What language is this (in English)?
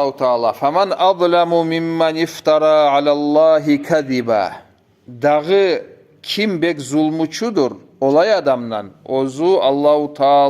Kumyk